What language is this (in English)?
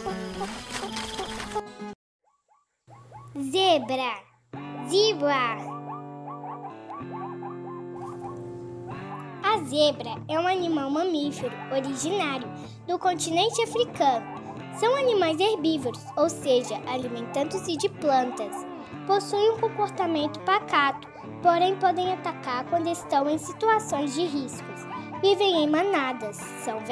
Portuguese